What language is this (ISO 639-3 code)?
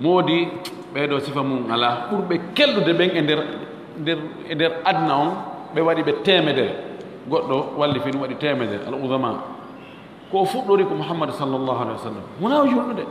ful